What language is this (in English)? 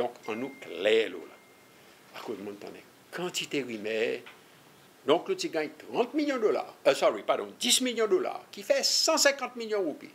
Seselwa Creole French